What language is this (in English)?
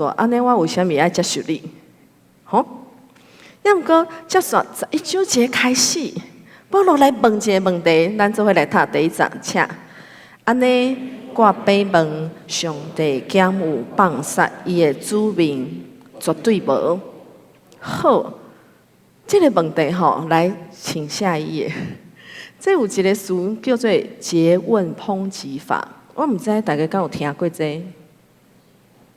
Min Nan Chinese